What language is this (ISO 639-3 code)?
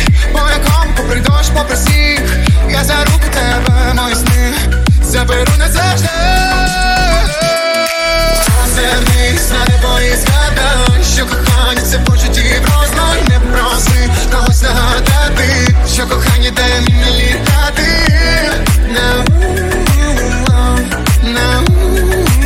ukr